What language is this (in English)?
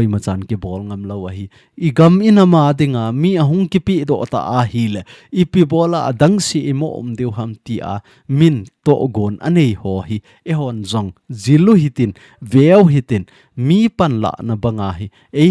Thado Chin